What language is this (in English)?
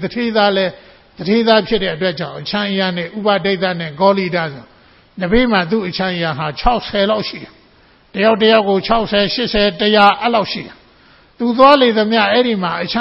Burmese